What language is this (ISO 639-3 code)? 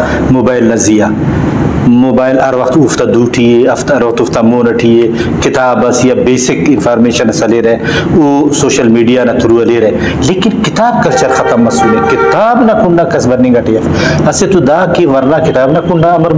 brh